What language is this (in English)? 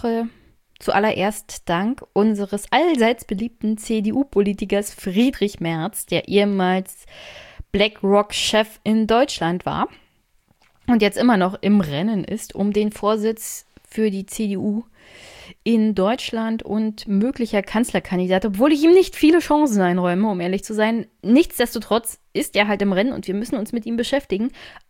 German